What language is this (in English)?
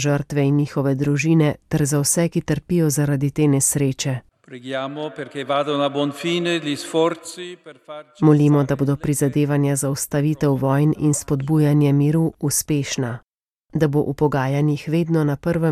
Slovenian